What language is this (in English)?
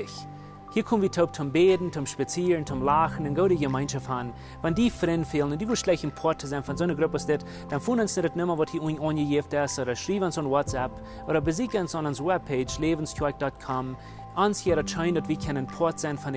Plautdietsch